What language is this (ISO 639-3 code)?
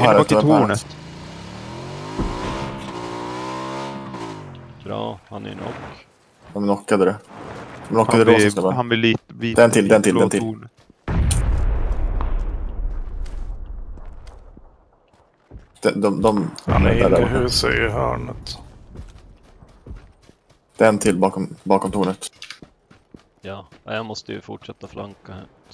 swe